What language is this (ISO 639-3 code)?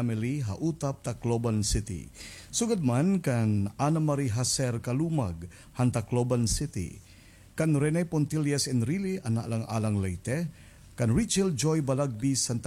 war